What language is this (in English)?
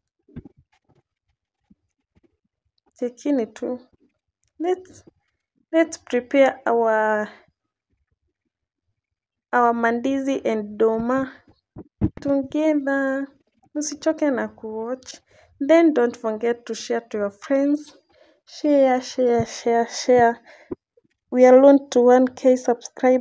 Swahili